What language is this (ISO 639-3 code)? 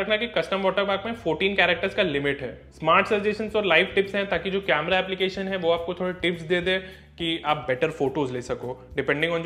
hin